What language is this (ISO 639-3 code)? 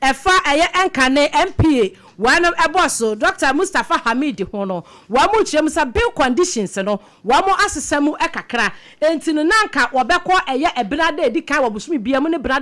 aka